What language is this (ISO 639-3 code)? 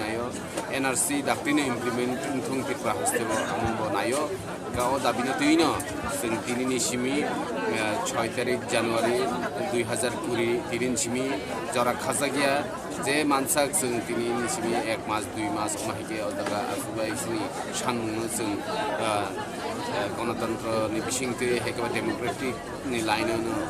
trp